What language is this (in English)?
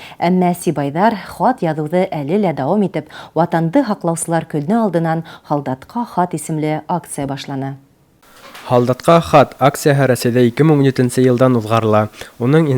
Bashkir